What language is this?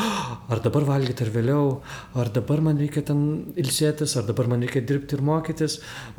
Lithuanian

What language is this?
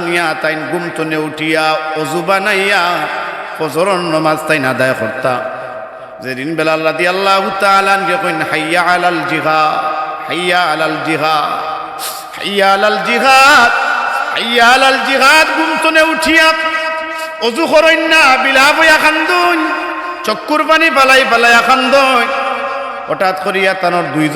Sylheti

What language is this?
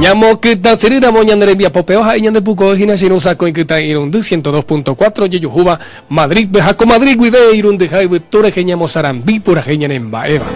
Guarani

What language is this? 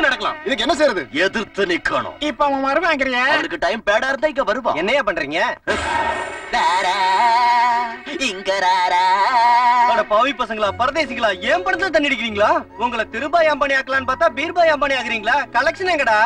Tamil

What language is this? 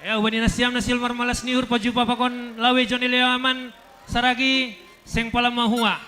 Batak Simalungun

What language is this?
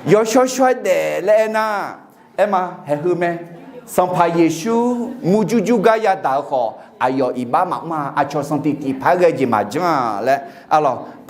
Akha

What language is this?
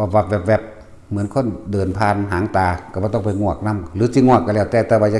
Lao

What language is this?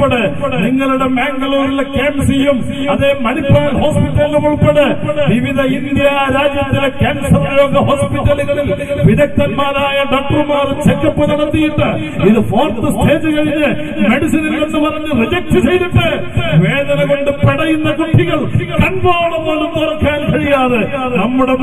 Malayalam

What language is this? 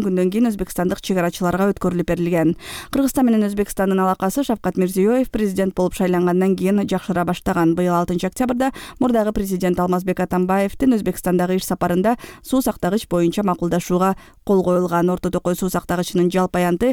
Kyrgyz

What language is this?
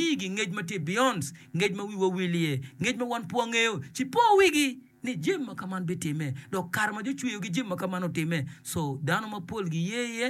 Acoli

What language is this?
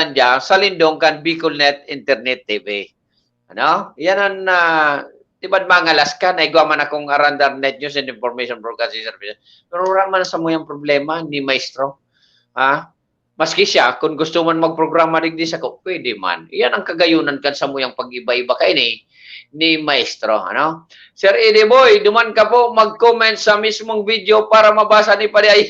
Bikol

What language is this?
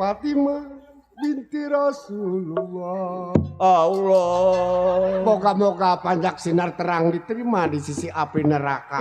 Betawi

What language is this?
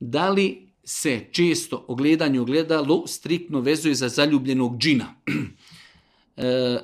Serbian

